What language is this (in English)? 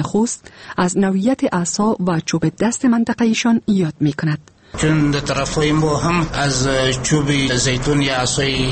Persian